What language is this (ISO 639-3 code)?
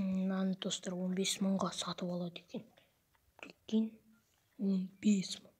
kaz